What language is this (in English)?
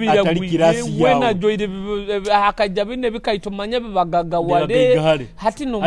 Nyoro